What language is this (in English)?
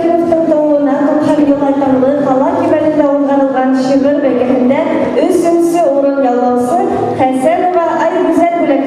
Bashkir